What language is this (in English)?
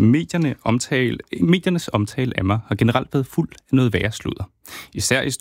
Danish